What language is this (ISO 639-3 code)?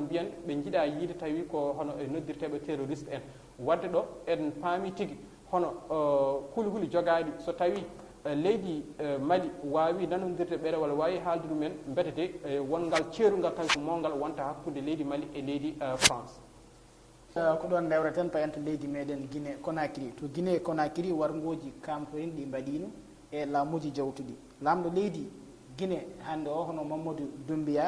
ful